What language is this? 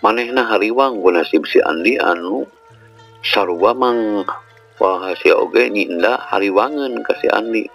Sundanese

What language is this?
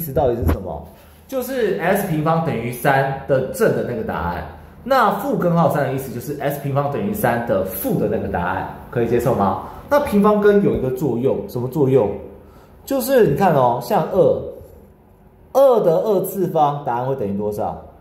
Chinese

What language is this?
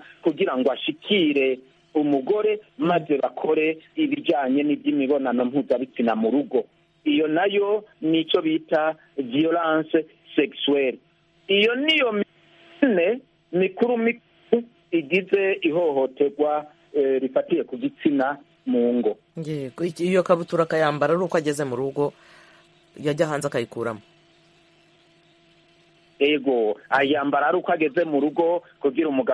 Kinyarwanda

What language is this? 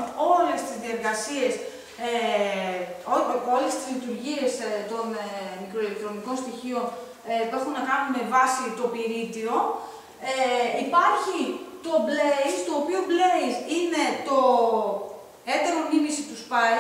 Greek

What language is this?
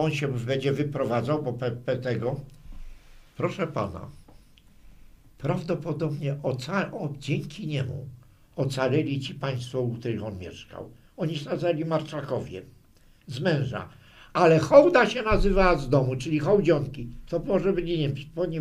Polish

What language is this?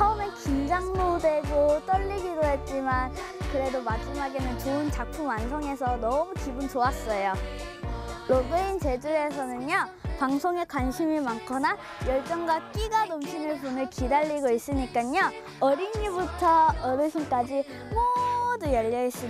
Korean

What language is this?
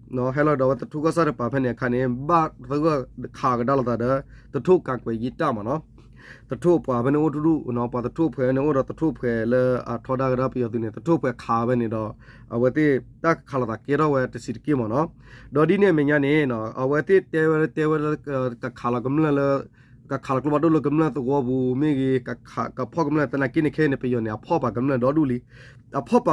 S'gaw Karen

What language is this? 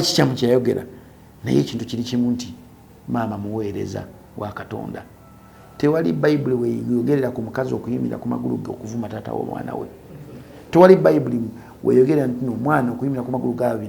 Ganda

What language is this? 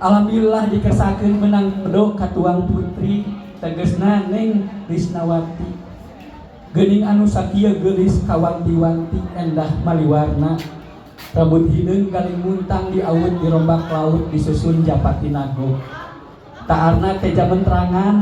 Sundanese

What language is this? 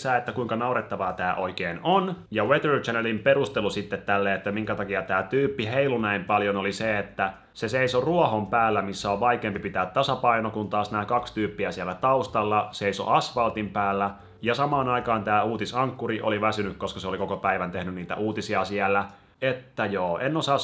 Finnish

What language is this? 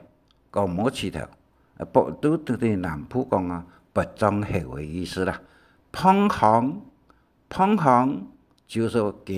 Hakka Chinese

